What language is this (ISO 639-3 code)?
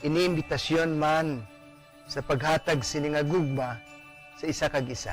hil